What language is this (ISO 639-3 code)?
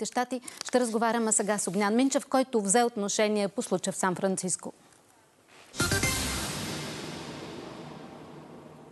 bul